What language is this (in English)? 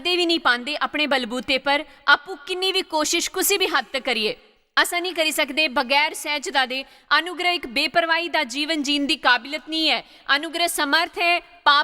Dogri